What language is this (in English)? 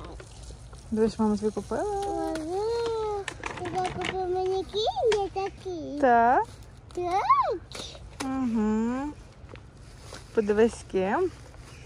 Ukrainian